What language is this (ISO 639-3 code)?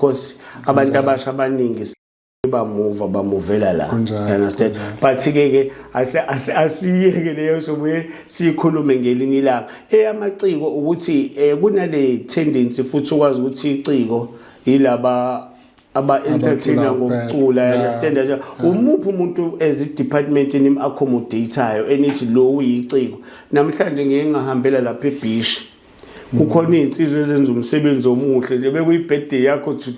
zul